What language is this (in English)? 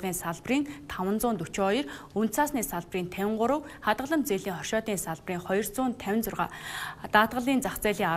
Mongolian